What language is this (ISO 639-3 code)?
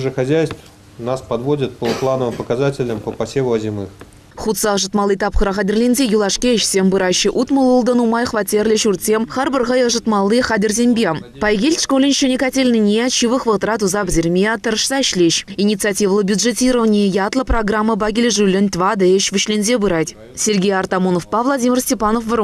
chv